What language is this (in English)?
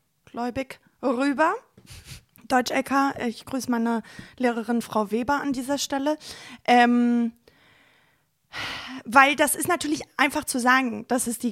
German